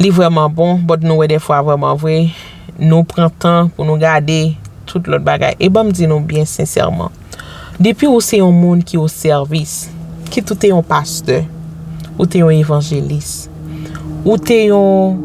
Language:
Haitian Creole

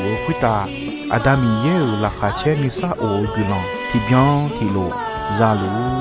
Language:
Akha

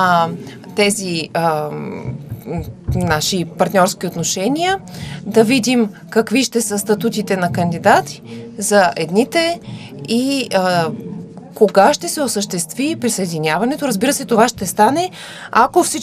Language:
Bulgarian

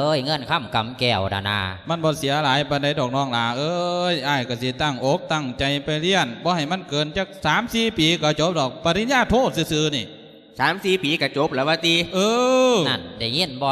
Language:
Lao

